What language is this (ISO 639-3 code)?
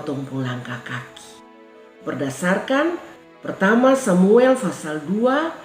mkn